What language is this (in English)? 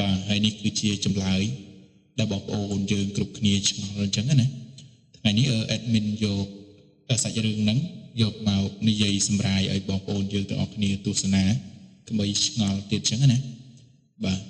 Khmer